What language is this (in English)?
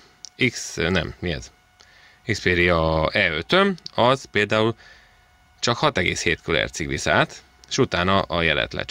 Hungarian